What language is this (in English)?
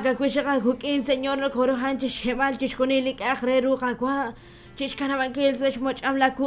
Kekchí